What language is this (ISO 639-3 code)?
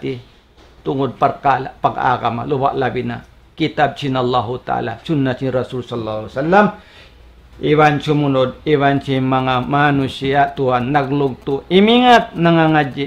tsg